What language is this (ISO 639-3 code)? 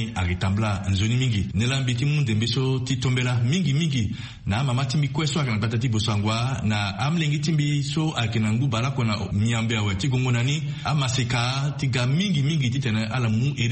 sag